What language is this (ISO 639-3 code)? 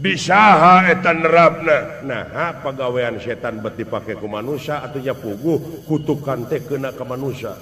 sun